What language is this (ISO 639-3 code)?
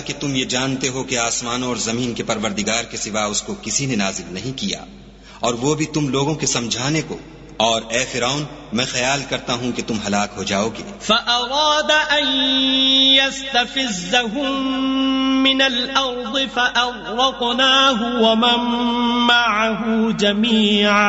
urd